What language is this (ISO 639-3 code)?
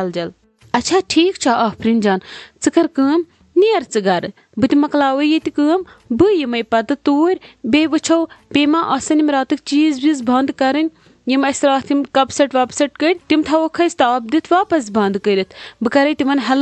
kas